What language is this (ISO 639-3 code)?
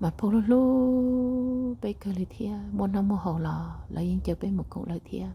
hmn